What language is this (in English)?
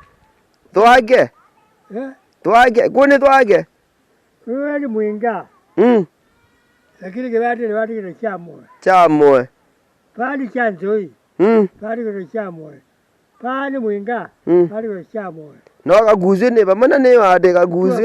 Kamba